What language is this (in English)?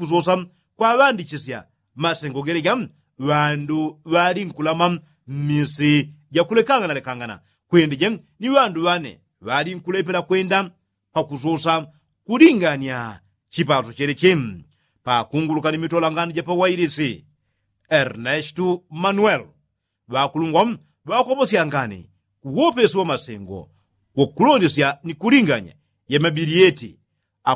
Yao